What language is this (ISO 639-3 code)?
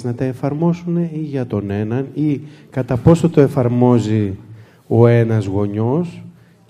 ell